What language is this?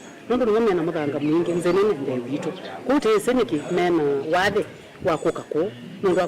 Kamba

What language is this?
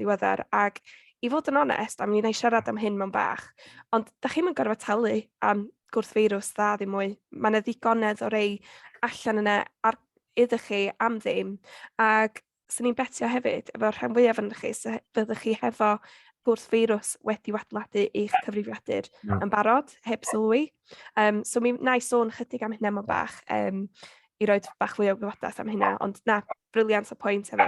Welsh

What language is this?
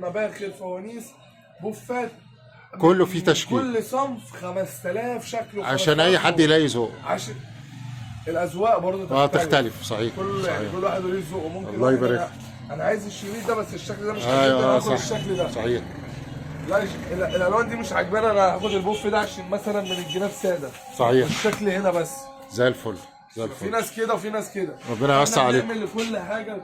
Egyptian Arabic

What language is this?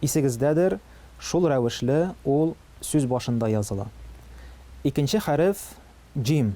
Tatar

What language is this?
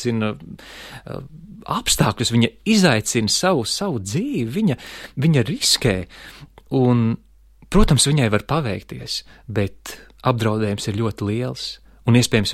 Latvian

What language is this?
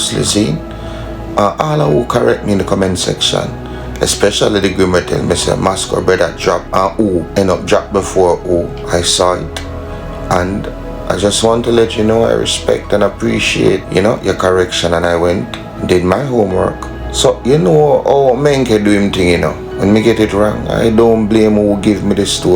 Jamaican Creole English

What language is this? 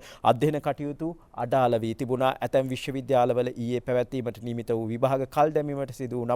Sinhala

